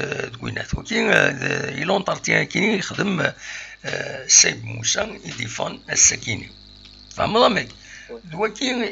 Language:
Kabyle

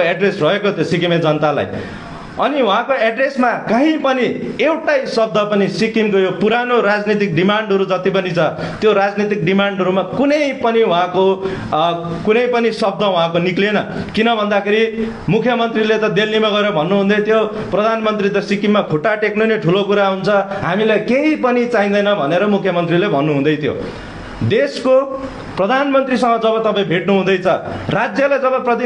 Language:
Nepali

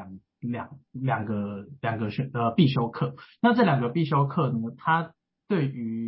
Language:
Chinese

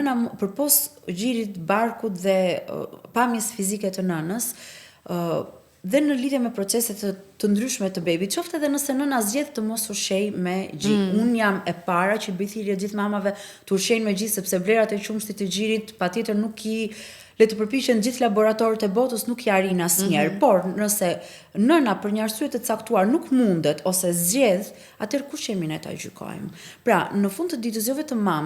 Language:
Albanian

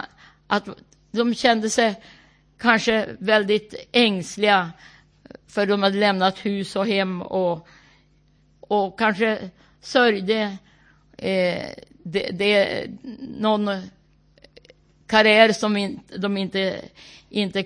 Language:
Swedish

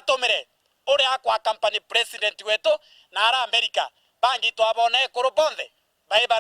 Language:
Meru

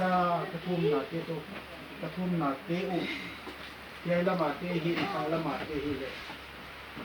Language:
Paite Chin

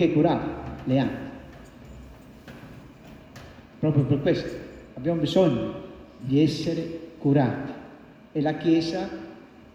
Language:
Italian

